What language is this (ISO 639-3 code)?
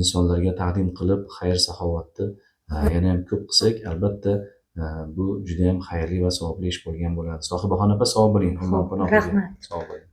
uzb